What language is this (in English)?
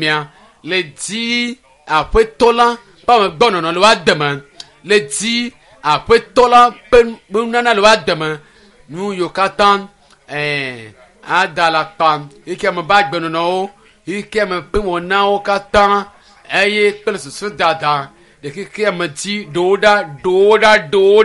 Ewe